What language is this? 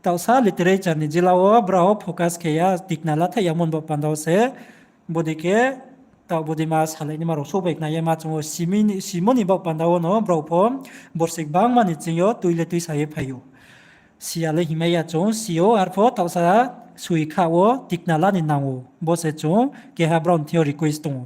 Riang (India)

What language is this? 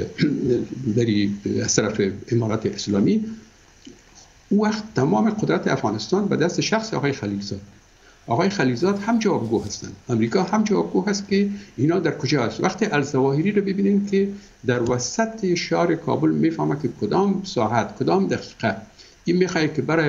Persian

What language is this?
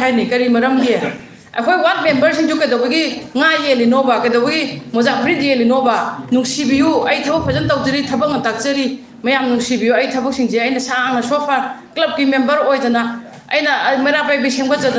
Manipuri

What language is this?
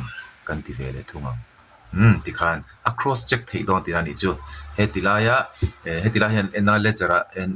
Mizo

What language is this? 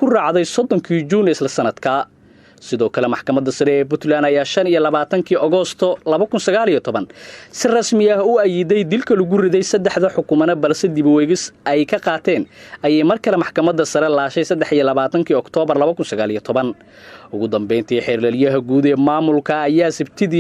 Somali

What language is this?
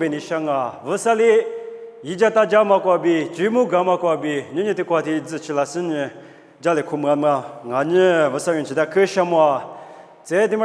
Lisu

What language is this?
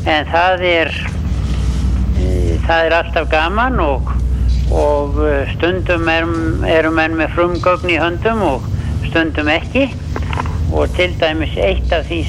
Icelandic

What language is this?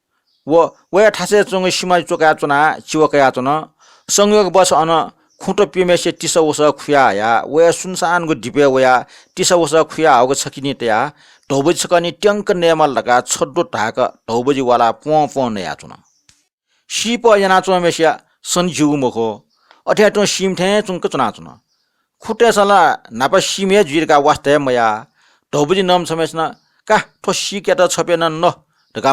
Newari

